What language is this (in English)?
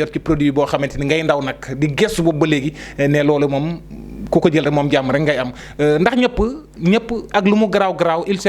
Wolof